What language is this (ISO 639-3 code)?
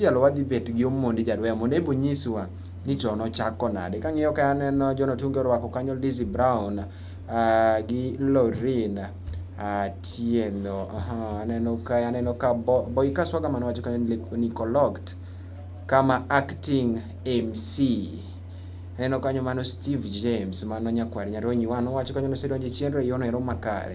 luo